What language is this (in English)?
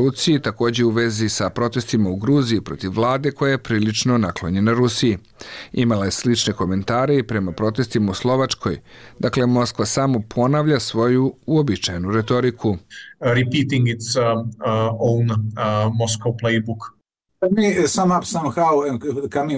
Bosnian